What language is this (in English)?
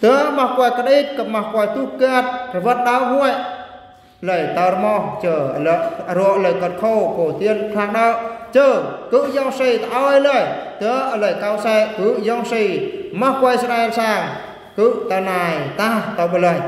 Eastern Bru